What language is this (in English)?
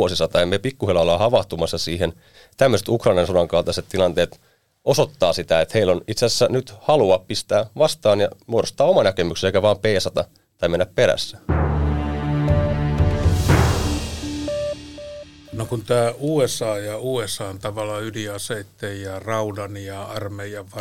Finnish